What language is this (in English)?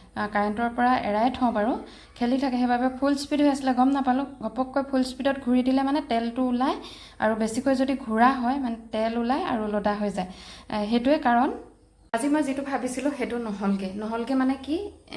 Assamese